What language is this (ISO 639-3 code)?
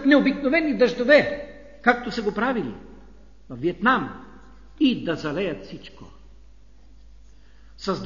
bul